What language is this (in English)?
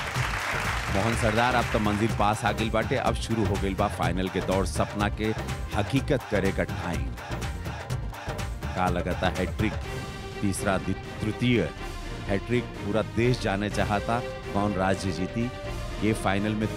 Bhojpuri